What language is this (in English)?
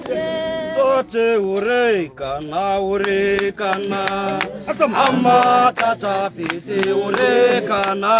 Tswana